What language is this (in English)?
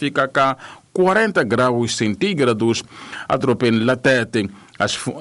Tsonga